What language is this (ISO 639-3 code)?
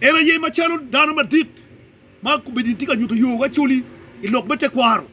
ach